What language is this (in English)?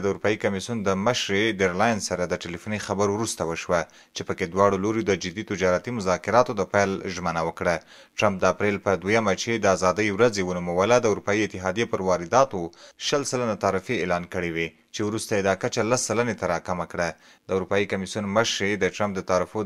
Pashto